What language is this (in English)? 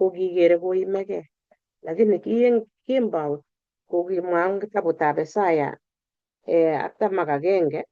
Kalenjin